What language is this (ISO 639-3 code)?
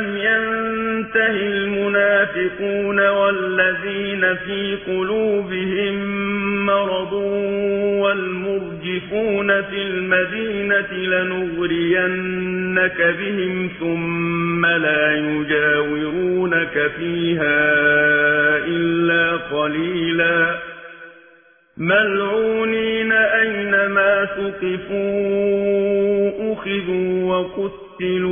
ara